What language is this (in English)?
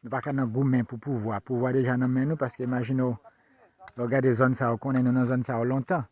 Haitian Creole